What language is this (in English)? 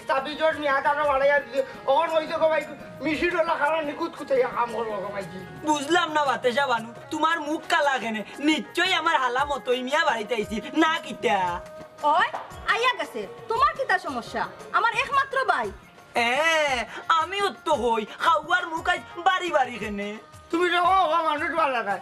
Sylheti